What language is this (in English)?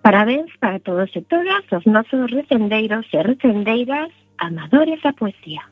Galician